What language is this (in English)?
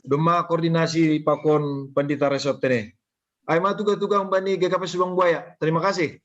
Batak Simalungun